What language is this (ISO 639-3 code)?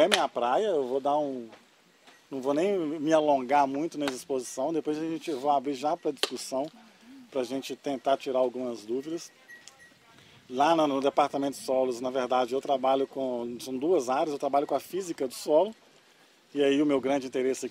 por